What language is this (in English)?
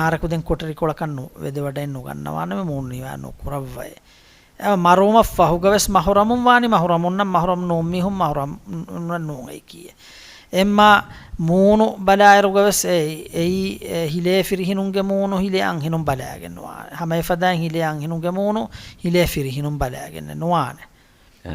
Divehi